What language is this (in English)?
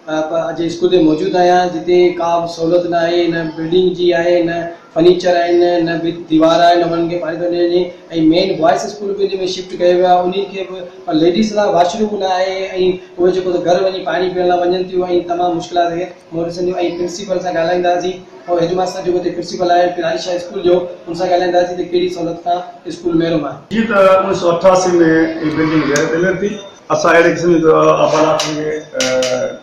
Sindhi